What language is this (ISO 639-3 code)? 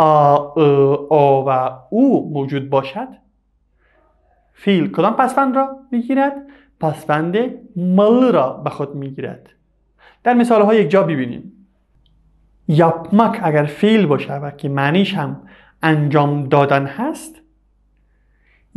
fas